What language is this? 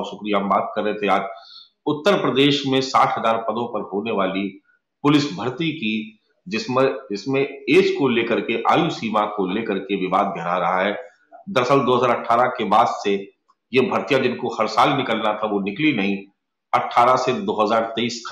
Hindi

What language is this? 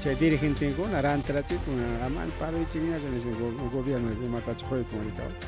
Ayacucho Quechua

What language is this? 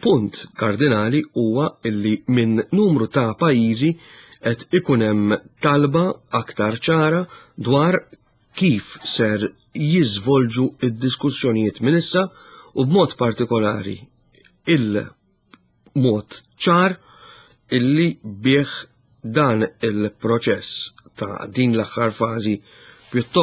Maltese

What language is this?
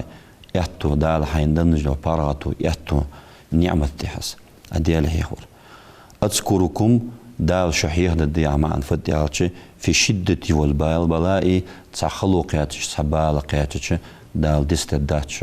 Ingush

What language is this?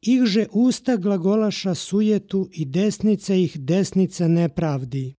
Serbian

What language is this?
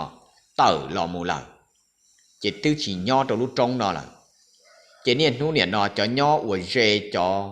Hmong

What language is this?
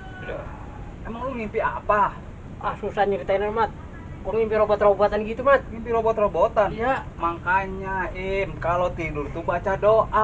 Betawi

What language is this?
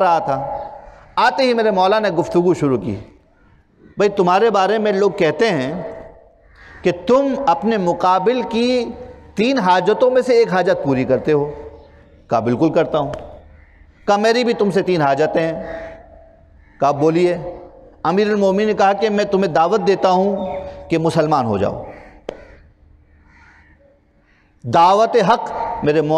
Urdu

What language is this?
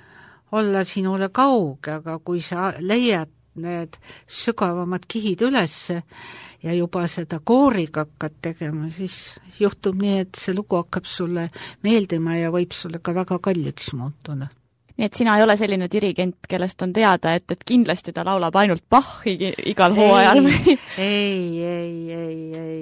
Estonian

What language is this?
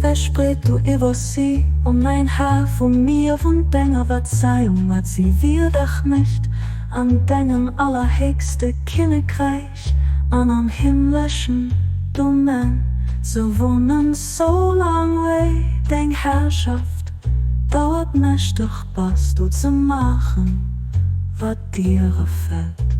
Luxembourgish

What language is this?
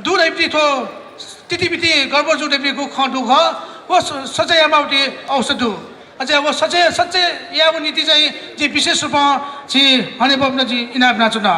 Newari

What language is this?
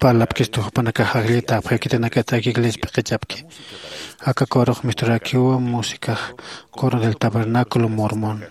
Aymara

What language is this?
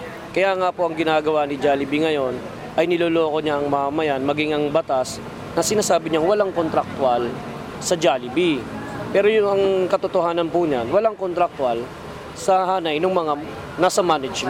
Filipino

